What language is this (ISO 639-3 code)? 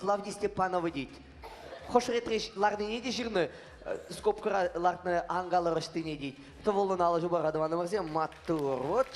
chv